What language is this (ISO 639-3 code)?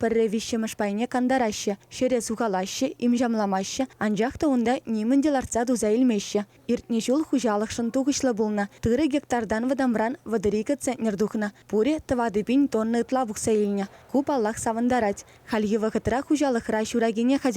chv